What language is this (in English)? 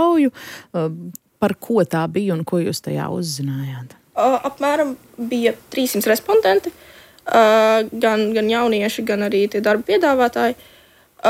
Latvian